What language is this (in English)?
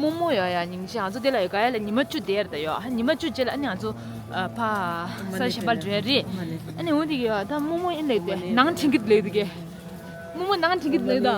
Tibetan